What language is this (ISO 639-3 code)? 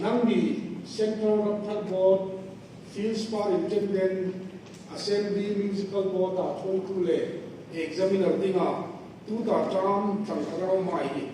hmr